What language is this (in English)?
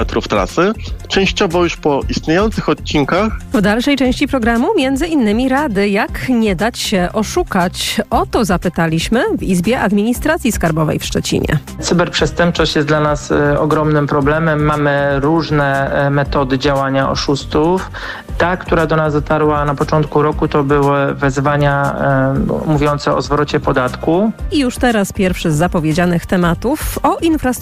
Polish